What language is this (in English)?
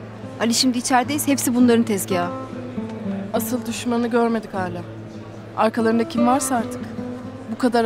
Turkish